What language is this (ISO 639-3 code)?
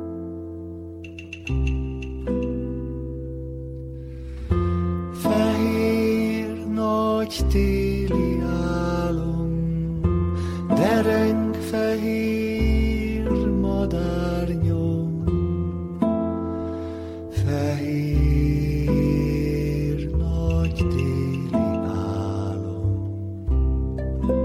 hun